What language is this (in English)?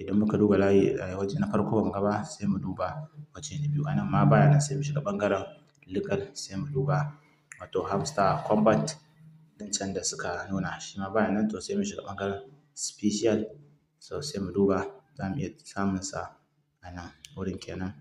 Hausa